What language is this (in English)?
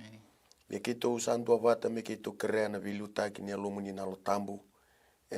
Fijian